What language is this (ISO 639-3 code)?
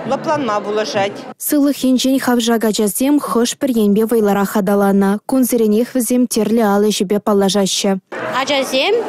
chv